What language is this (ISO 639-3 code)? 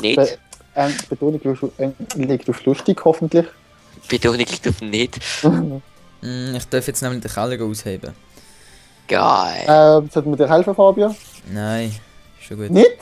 gsw